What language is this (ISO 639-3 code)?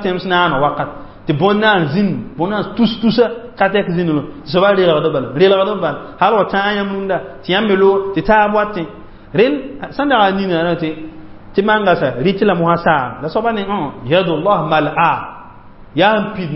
mos